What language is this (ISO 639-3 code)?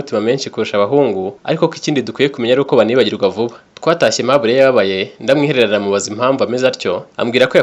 kin